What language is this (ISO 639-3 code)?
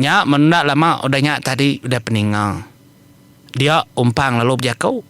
iba